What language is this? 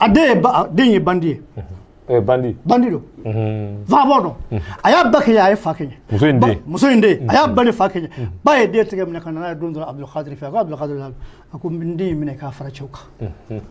Bambara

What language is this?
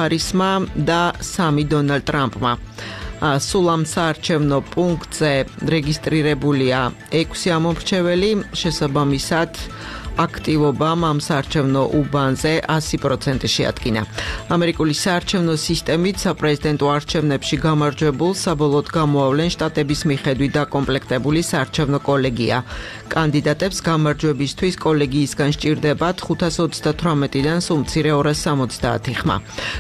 Georgian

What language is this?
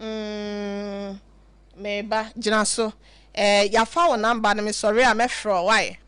Akan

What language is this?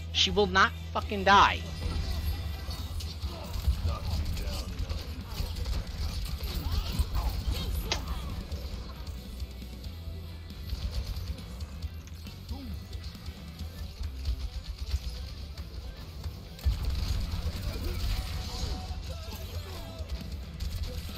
English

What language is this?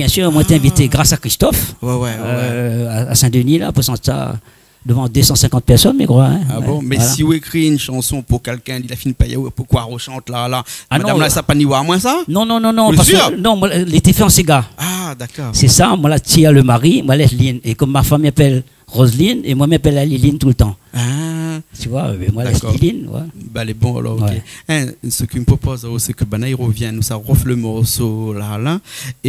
Réunion Creole French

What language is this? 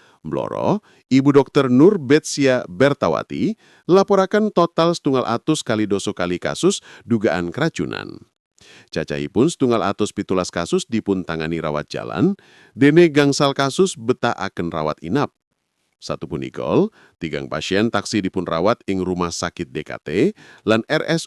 Javanese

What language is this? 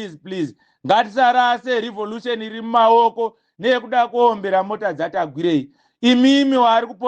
Shona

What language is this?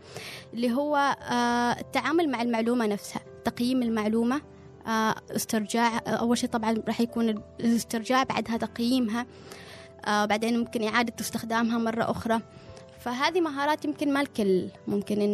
Gulf Arabic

